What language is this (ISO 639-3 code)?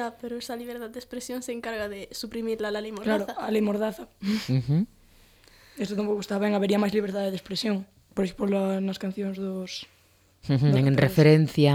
glg